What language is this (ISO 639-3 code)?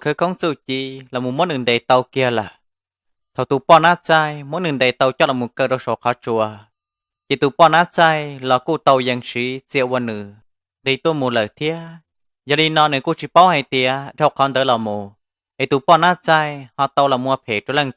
hmn